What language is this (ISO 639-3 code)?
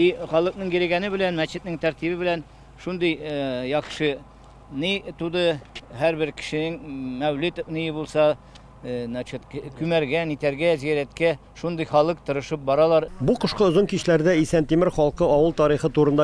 tat